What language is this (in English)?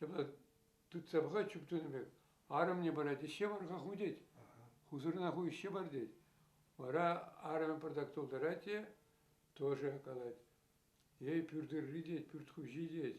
Chuvash